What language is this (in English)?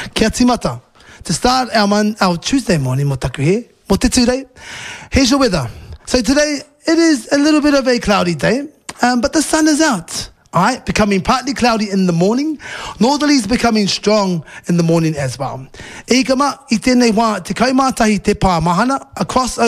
Māori